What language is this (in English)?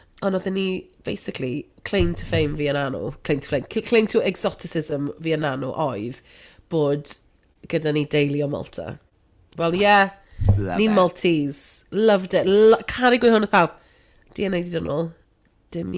Welsh